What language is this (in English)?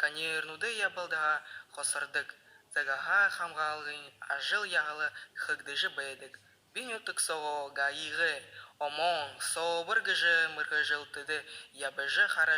Buriat